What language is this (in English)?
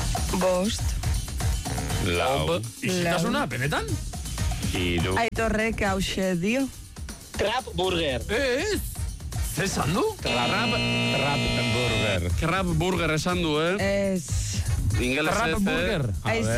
Basque